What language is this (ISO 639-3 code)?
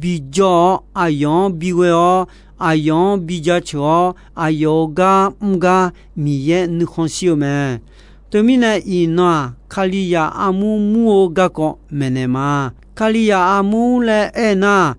ahk